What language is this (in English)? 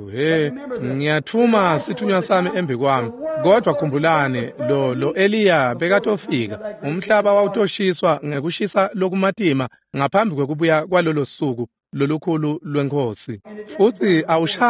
Swati